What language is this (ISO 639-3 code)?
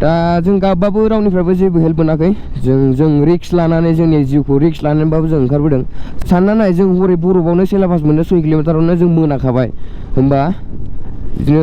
brx